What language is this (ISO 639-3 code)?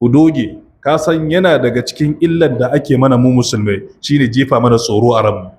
hau